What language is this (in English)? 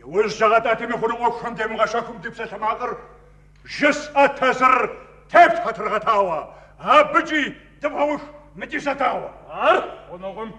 Kabardian